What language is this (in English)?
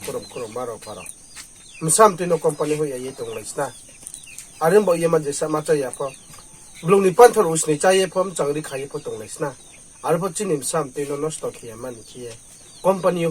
Riang (India)